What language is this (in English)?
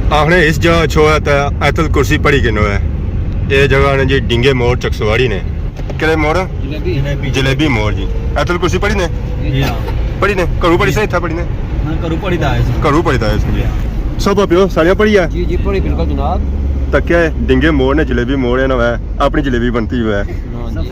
Pahari-Potwari